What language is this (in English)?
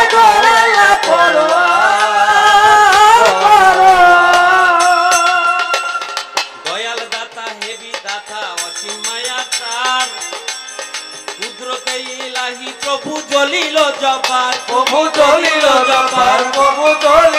Bangla